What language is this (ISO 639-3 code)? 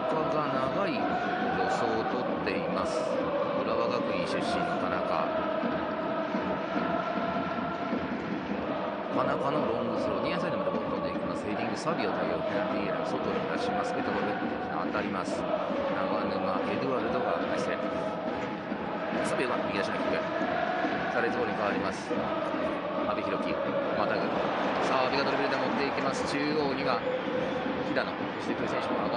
jpn